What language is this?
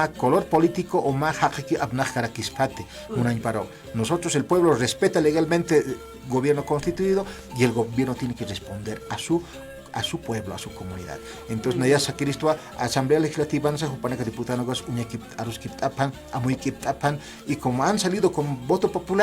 Aymara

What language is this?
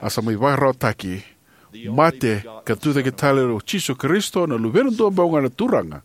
Fijian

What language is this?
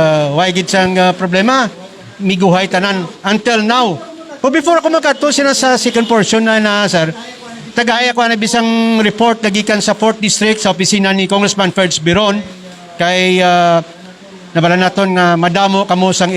Hiligaynon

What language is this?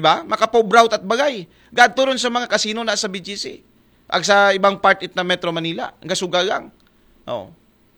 Aklanon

